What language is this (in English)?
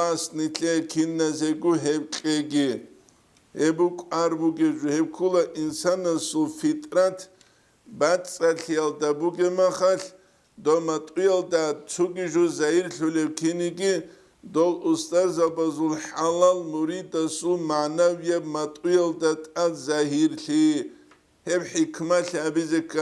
Avaric